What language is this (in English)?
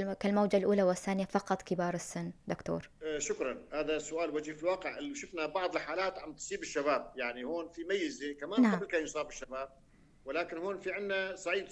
North Levantine Arabic